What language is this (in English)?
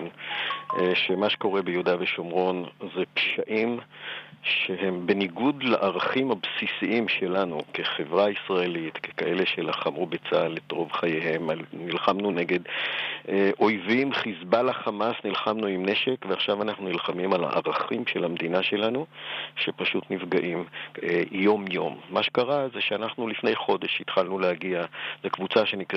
Hebrew